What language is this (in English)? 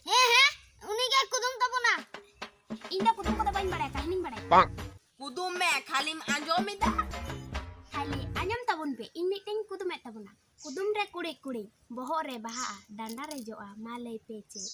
Santali